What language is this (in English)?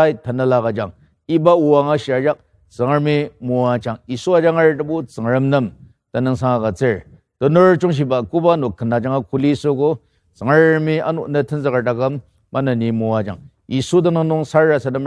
Ao Naga